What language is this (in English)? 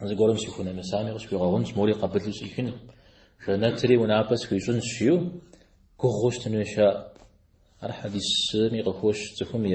Kabardian